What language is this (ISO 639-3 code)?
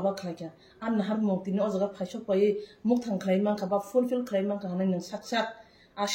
trp